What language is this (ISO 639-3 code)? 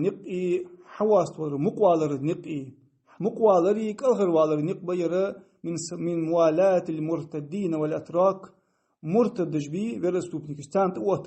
inh